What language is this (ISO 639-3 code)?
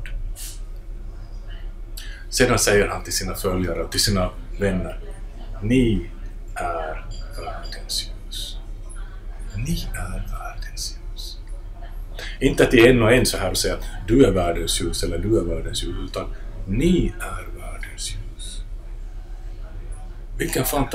swe